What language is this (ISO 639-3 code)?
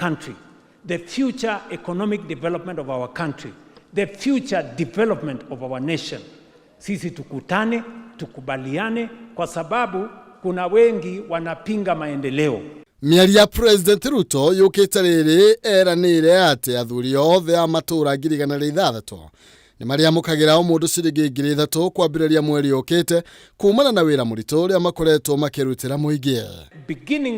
kik